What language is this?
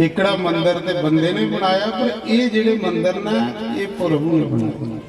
Dogri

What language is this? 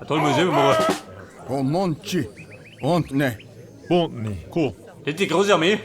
Bavarian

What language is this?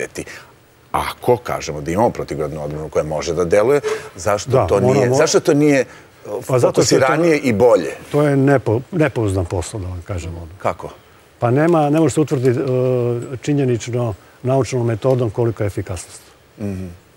Serbian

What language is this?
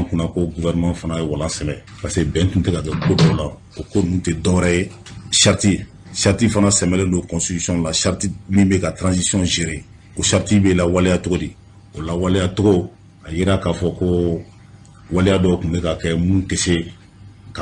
Bambara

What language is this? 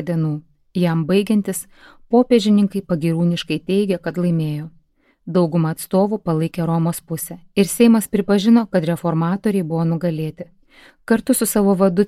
Lithuanian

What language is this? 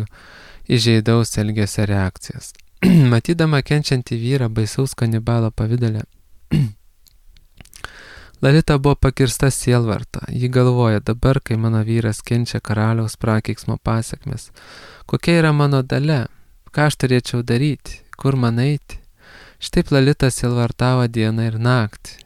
Lithuanian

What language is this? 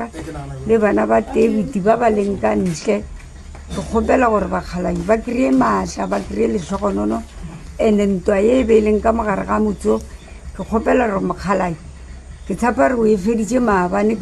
Northern Sotho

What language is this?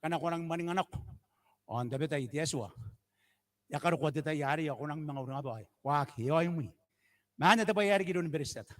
Gilbertese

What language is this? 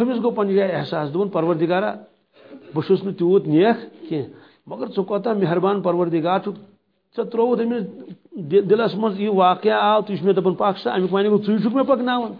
Kashmiri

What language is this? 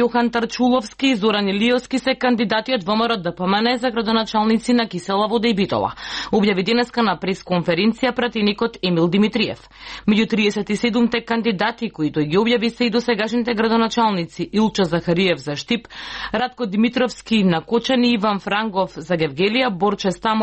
Macedonian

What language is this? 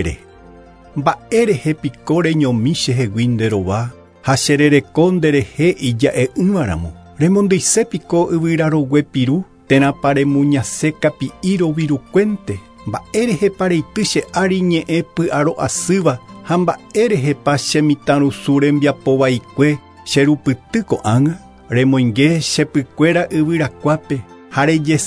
Guarani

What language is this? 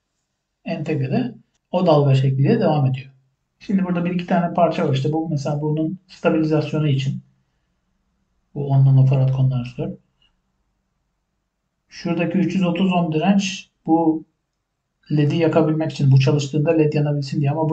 Turkish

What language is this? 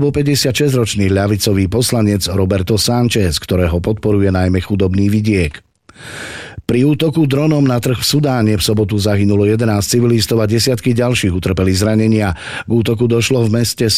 Slovak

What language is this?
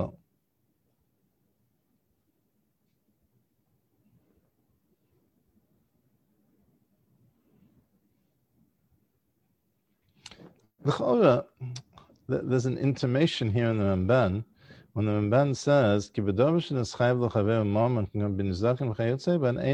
English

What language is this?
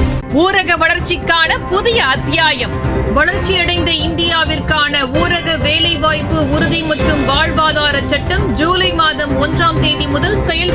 Tamil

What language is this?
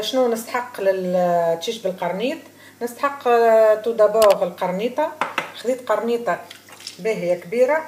Tunisian Arabic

